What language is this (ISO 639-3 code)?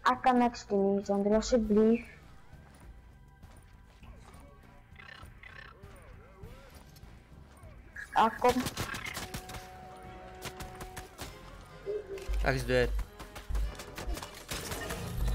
afr